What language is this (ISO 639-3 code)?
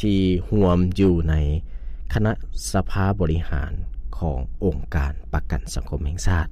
lao